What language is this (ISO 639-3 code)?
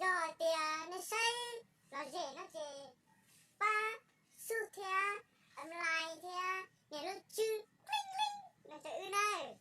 hmn